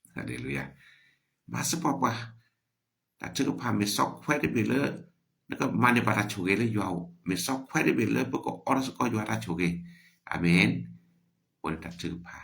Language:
S'gaw Karen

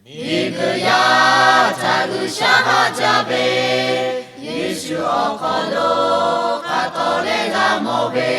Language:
Lahu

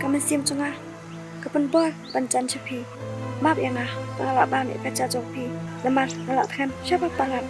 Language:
Khasi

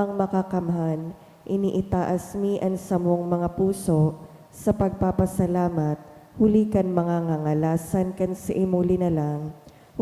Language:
Bikol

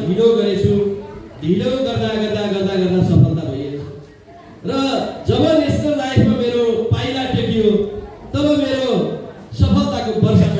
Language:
Nepali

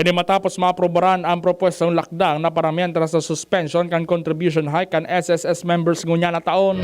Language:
Bikol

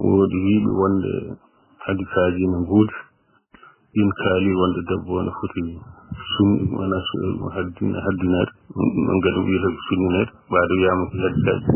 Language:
Fula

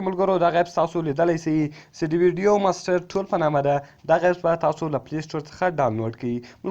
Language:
Pashto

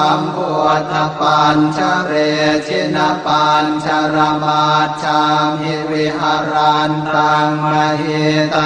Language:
Pali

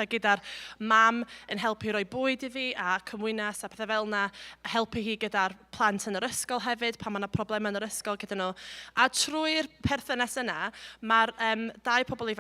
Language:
Welsh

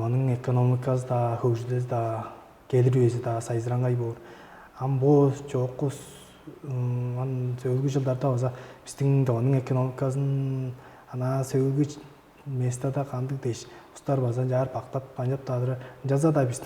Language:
Tuvinian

